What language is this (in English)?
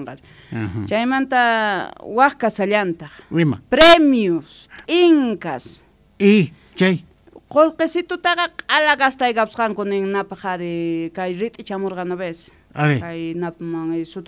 Quechua